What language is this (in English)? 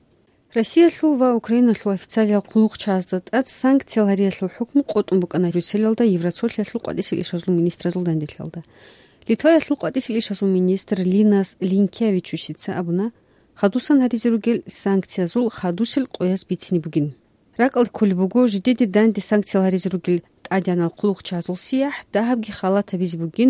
Avaric